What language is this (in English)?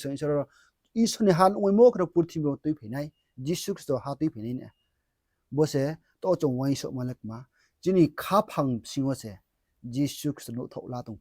Riang (India)